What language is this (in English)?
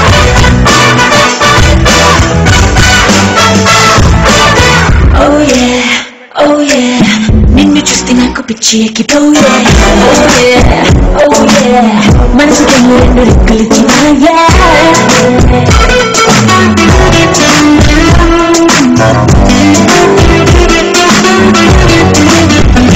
Telugu